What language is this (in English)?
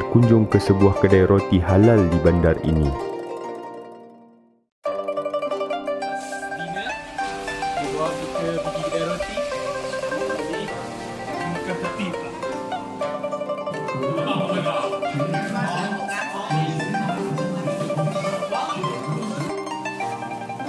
Malay